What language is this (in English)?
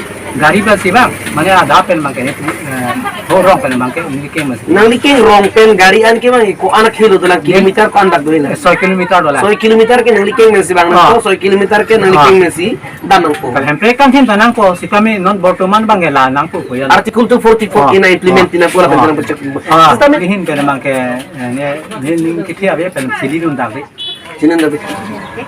Karbi